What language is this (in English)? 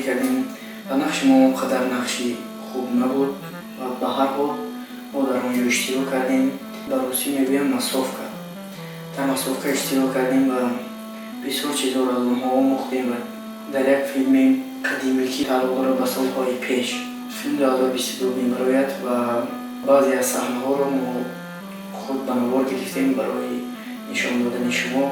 Tajik